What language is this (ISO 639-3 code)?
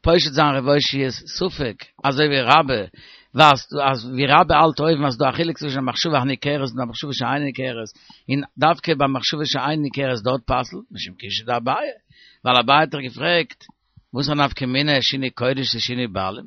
yid